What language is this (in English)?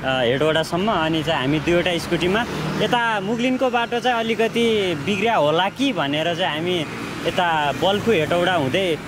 Nepali